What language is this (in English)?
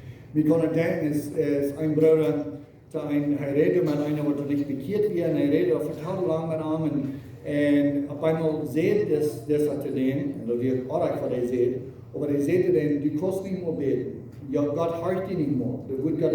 Plautdietsch